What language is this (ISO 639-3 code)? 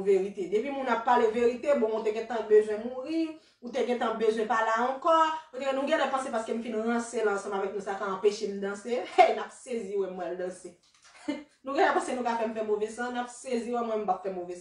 hat